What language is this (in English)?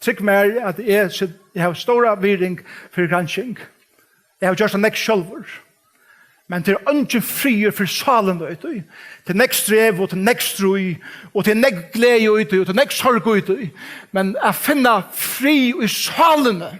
Faroese